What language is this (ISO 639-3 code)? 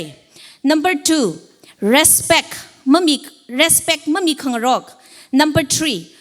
nmf